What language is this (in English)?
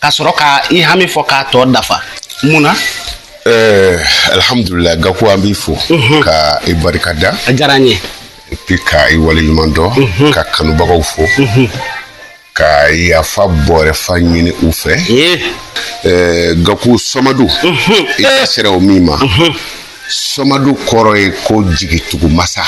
Bambara